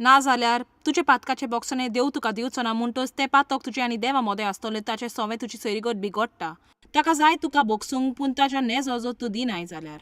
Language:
Konkani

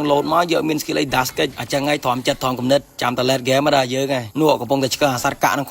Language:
Khmer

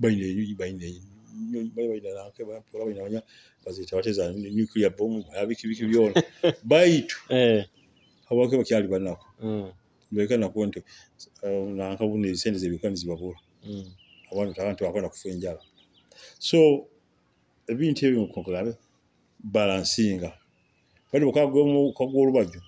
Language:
Nyoro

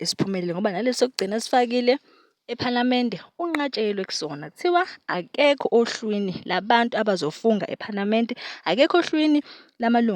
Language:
Zulu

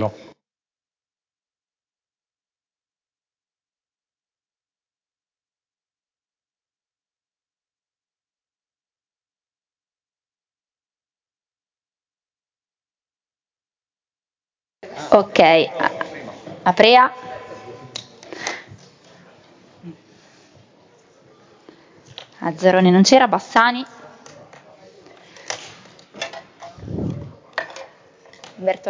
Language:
Italian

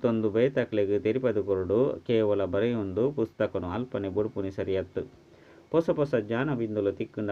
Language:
Tulu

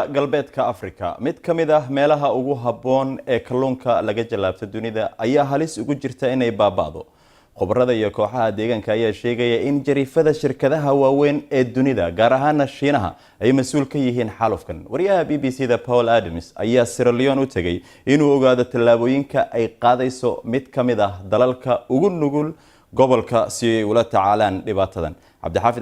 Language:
Somali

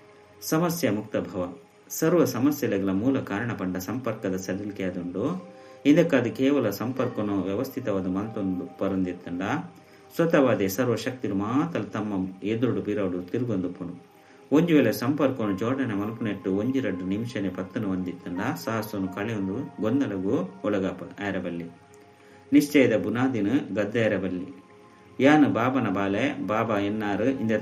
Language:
Tulu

